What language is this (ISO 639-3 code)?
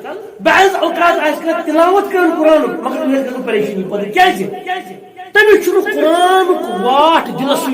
kas